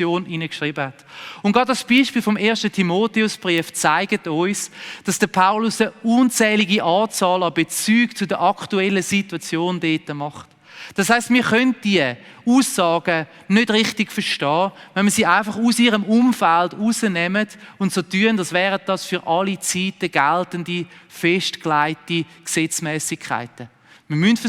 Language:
Swiss German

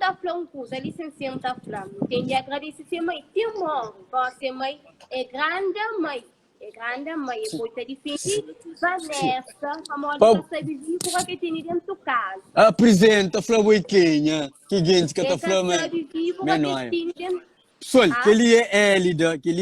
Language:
Kabuverdianu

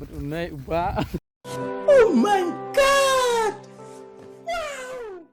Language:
Khasi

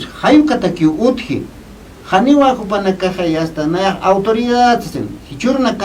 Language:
Aymara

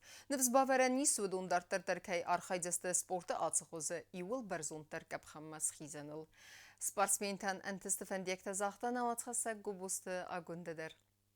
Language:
Ossetic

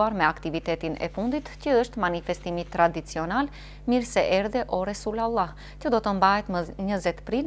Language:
Albanian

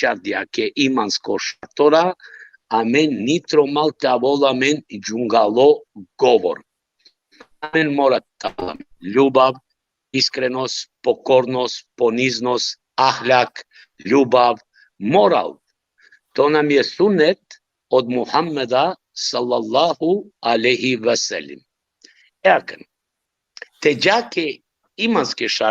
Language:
Balkan Romani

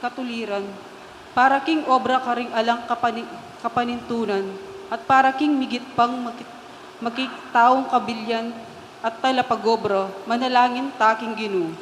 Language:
Pampanga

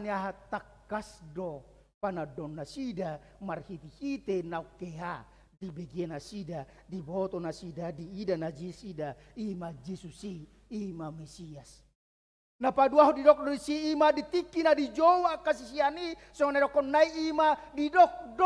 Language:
Batak Toba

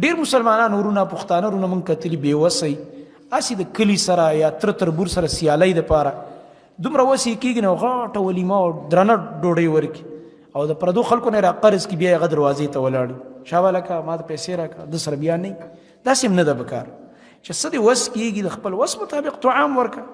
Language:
Pashto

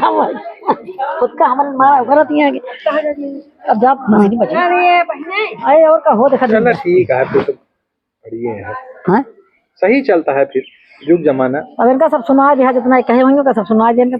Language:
Awadhi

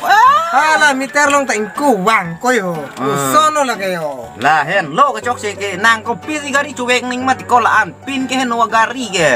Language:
Karbi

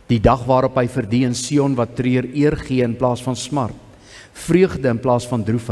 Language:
Afrikaans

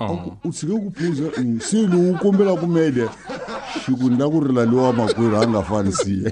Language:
Tsonga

